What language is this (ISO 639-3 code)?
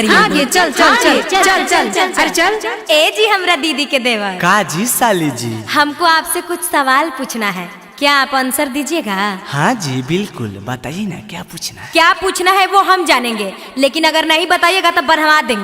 mag